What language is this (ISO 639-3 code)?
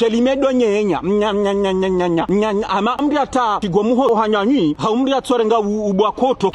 zdj